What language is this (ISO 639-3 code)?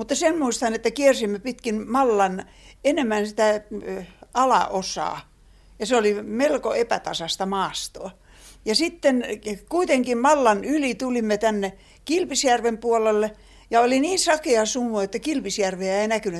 fin